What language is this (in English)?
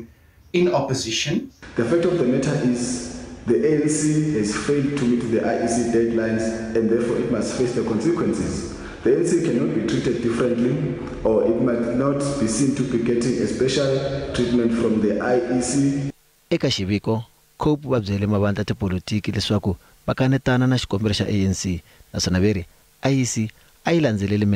Tsonga